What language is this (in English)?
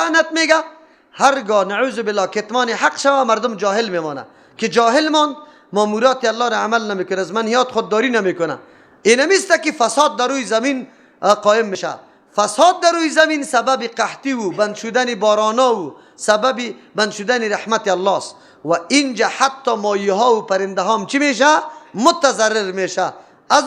Persian